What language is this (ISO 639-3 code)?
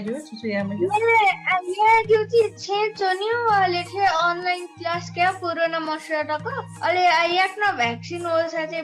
new